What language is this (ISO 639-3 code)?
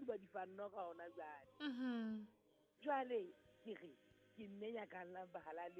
sot